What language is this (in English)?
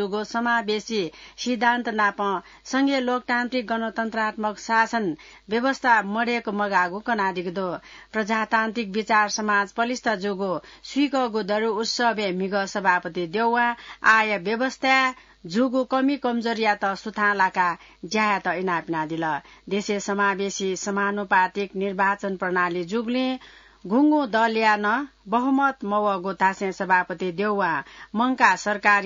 Newari